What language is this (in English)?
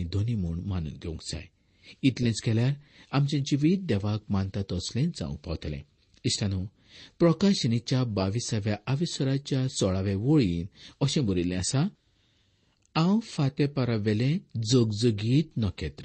Konkani